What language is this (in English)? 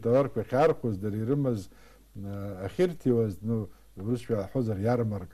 Abkhazian